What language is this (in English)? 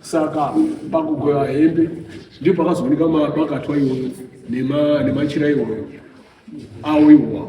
Shona